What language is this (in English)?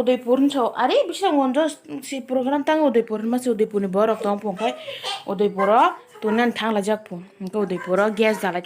Kok Borok